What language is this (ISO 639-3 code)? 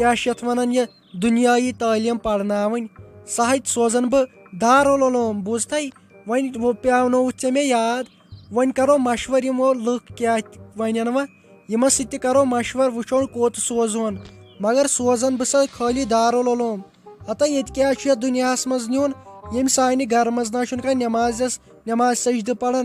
kas